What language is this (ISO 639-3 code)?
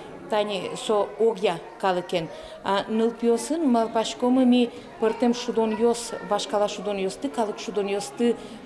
udm